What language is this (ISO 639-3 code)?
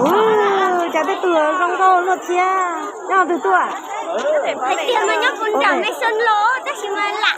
hmn